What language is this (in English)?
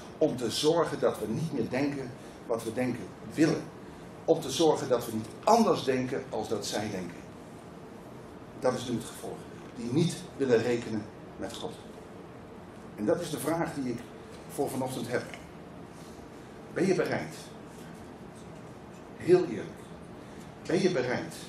Dutch